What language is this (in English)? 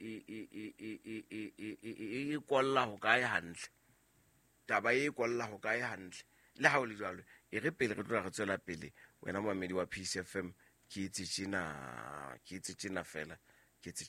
Southern Sotho